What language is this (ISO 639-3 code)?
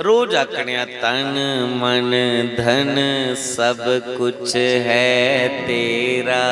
doi